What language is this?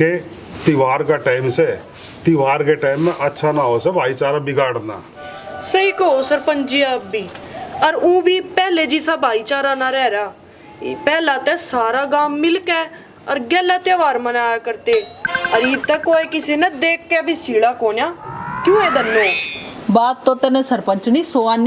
Haryanvi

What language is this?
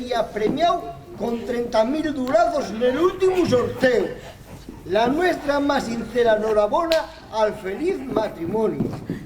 Asturian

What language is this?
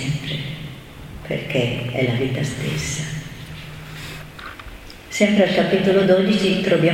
Italian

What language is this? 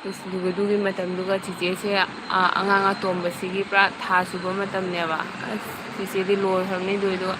Manipuri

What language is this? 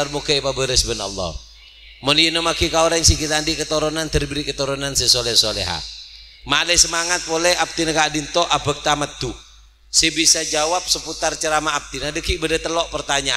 Madurese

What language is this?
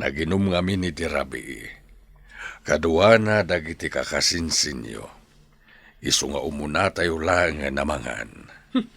Iloko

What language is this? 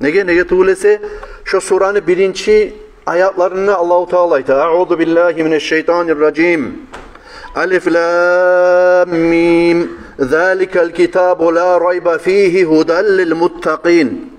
Kumyk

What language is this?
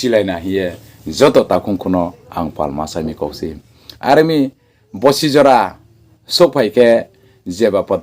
Riang (India)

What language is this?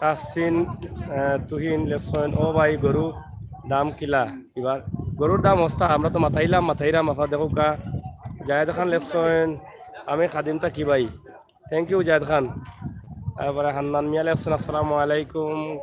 Sylheti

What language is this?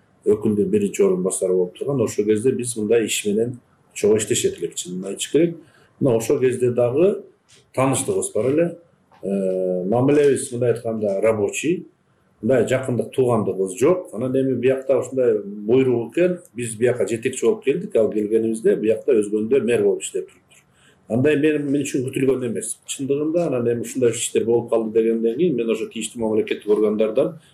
Kyrgyz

